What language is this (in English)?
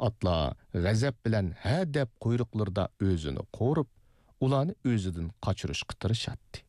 Uyghur